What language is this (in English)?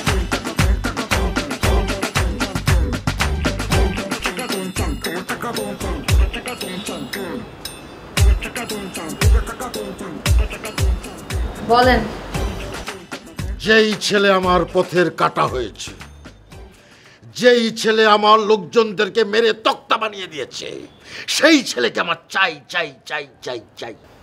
Bangla